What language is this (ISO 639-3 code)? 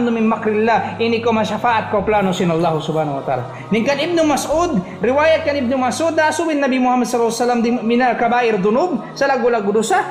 tsg